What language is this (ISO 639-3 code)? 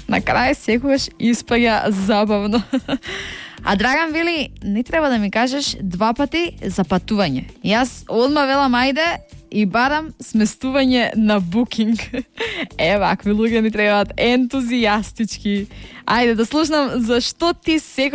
mkd